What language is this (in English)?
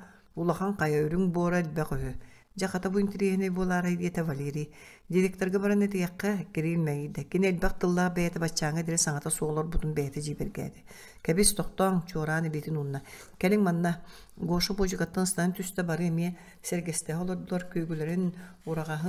Yakut